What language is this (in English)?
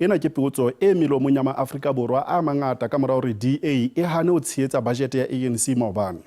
Southern Sotho